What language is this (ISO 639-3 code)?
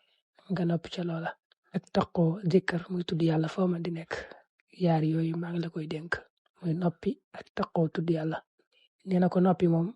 wol